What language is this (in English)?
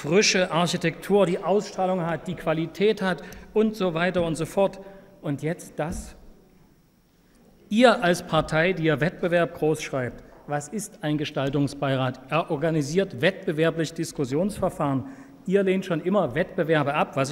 German